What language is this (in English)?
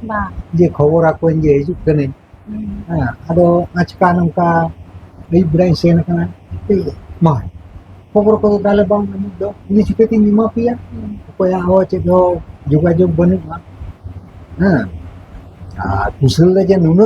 Santali